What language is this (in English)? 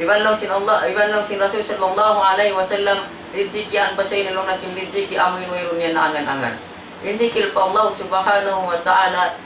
Tausug